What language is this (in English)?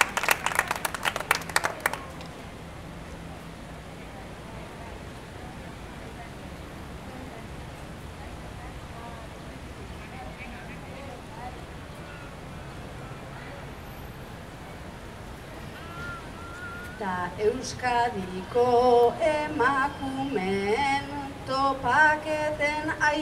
Basque